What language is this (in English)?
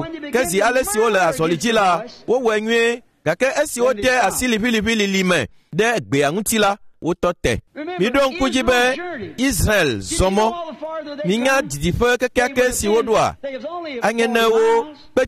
Ewe